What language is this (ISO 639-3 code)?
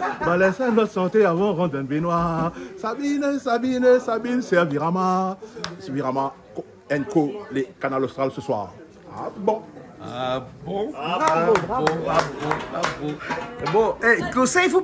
rcf